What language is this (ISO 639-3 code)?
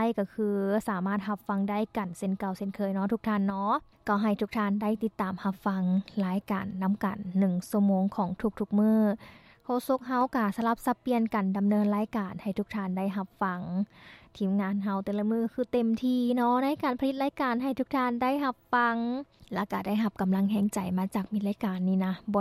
lao